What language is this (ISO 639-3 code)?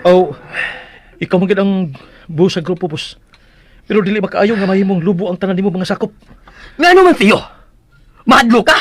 ceb